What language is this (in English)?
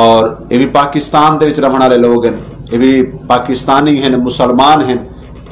Saraiki